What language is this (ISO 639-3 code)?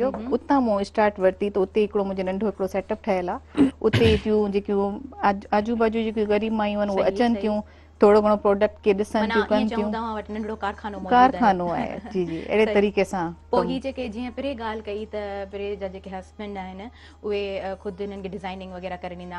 snd